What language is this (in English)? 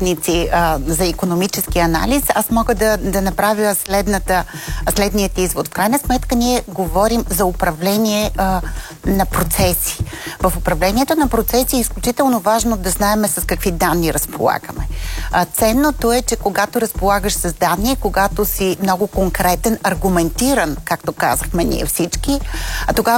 Bulgarian